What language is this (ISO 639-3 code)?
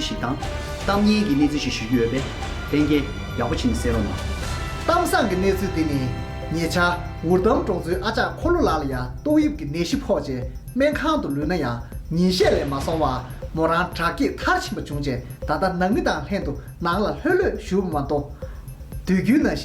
bod